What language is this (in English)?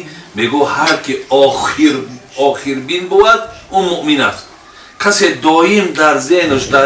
Tajik